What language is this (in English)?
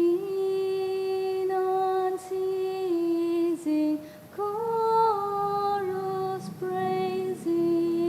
Bikol